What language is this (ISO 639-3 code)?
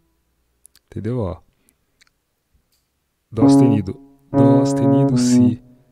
por